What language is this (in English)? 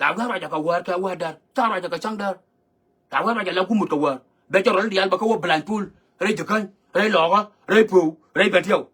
Nuer